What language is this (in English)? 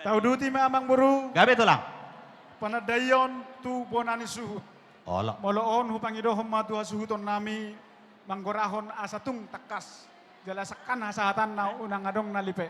Batak Toba